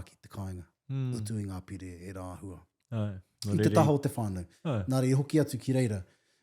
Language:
Māori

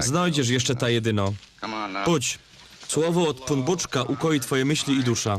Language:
Silesian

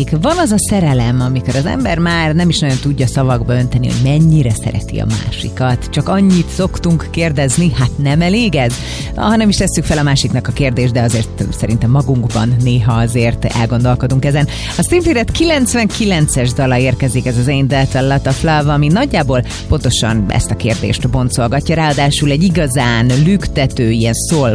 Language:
Hungarian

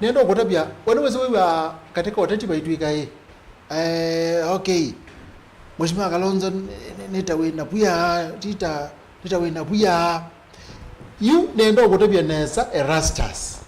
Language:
Kamba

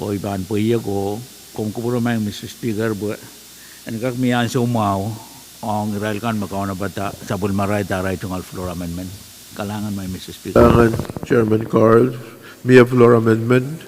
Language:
Pohnpeian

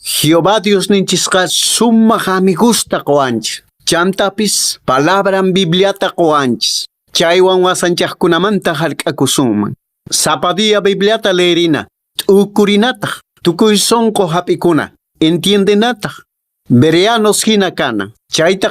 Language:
Quechua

